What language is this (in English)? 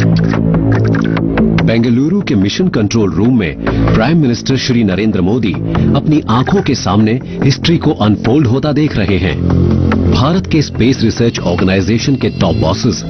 Hindi